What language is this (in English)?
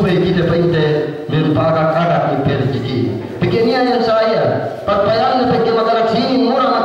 Yakan